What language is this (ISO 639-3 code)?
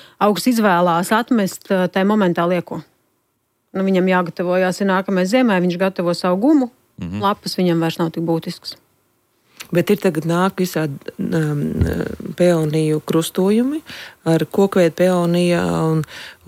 lav